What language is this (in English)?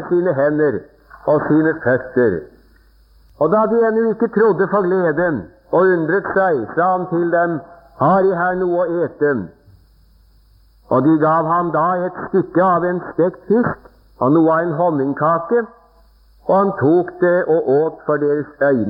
Norwegian